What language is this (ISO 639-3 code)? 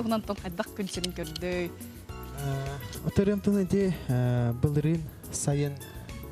sah